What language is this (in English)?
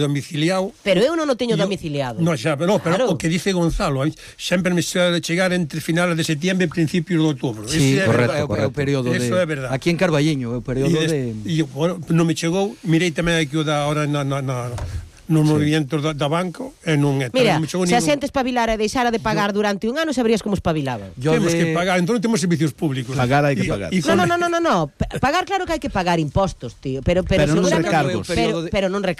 Galician